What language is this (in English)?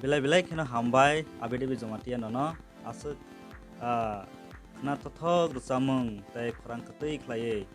Kok Borok